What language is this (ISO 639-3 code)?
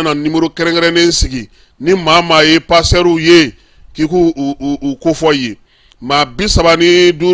bam